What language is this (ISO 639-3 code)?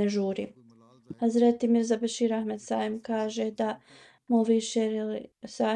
bos